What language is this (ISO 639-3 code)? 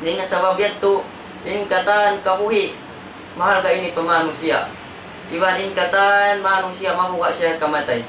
tsg